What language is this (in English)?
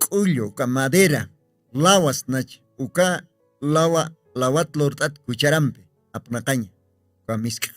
Aymara